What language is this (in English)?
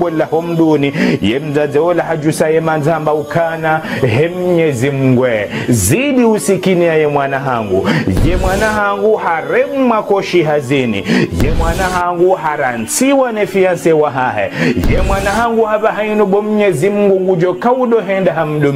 Ngazidja Comorian